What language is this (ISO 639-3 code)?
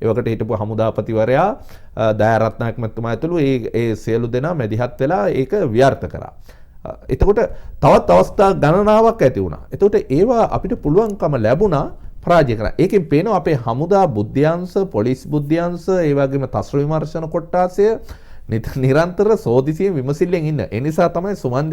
sin